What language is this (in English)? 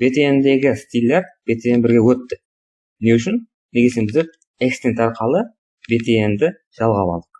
Kara-Kalpak